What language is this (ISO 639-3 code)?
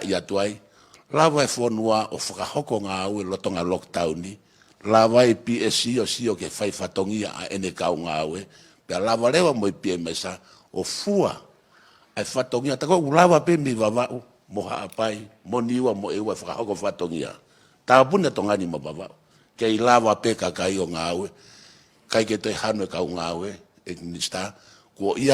ton